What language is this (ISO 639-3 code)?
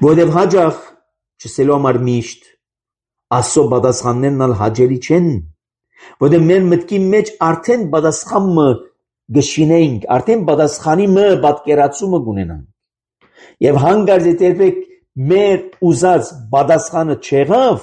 hye